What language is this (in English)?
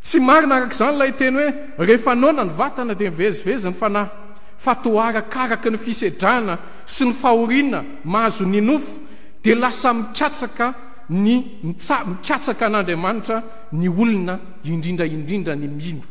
Malagasy